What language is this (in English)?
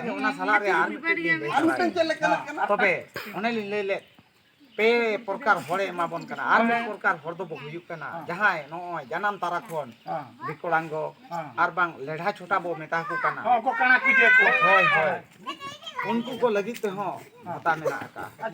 Santali